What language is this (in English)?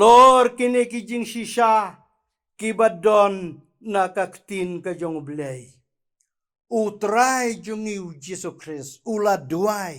Khasi